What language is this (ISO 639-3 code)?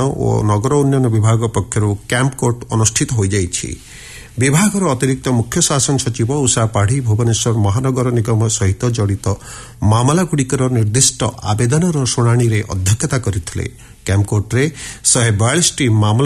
ori